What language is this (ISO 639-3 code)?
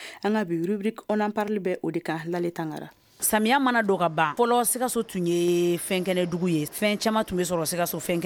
bam